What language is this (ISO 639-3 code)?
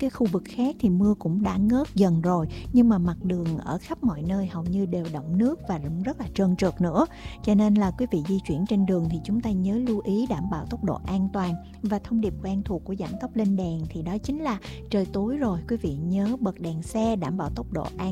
vie